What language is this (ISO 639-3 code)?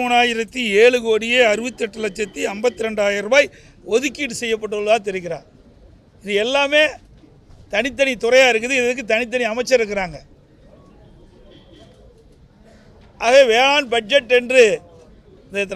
tam